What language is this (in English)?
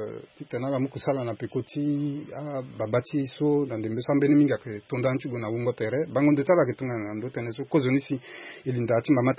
Sango